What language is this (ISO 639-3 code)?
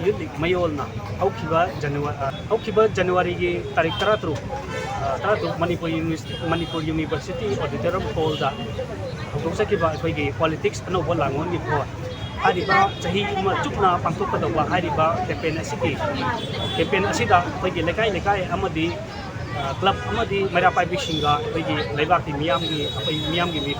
mni